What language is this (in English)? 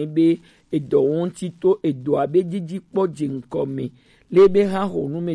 Gen